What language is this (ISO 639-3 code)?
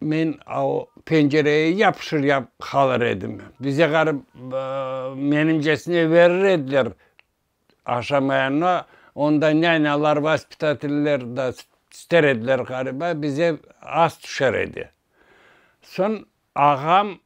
crh